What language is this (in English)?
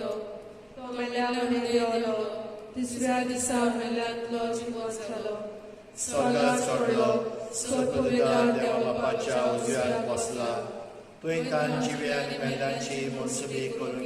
Konkani